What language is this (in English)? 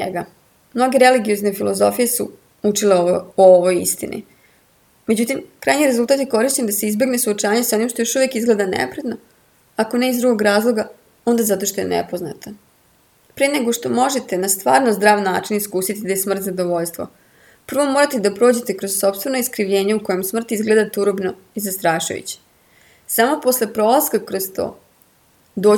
Serbian